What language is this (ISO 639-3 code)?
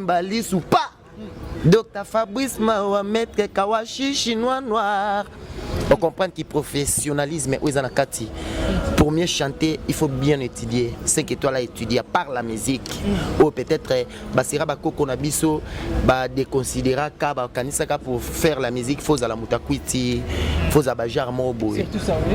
lin